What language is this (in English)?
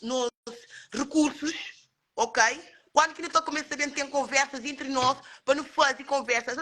Kabuverdianu